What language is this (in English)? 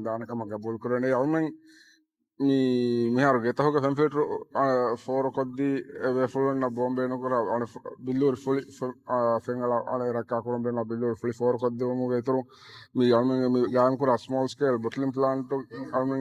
Divehi